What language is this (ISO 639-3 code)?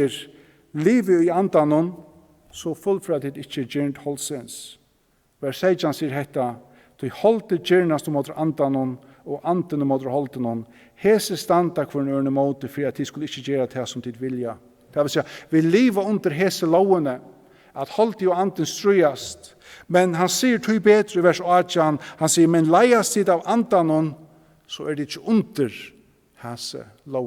fao